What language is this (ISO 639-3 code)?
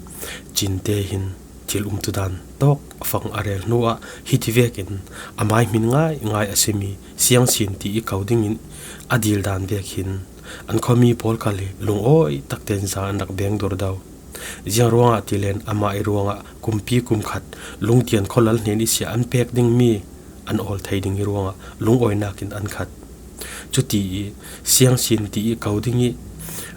cfm